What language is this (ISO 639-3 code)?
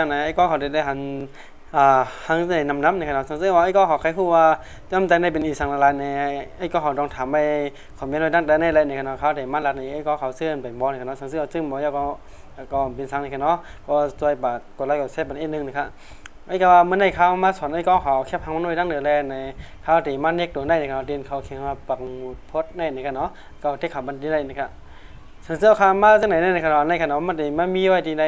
shn